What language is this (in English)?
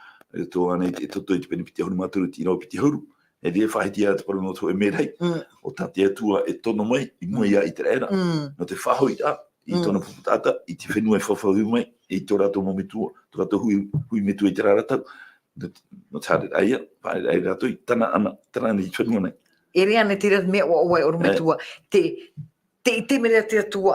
Tahitian